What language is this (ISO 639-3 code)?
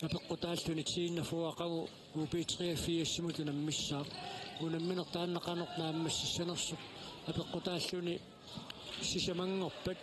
kal